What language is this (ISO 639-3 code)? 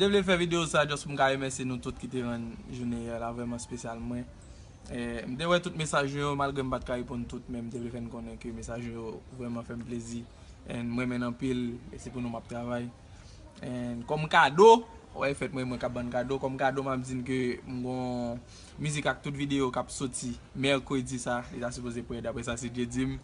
hat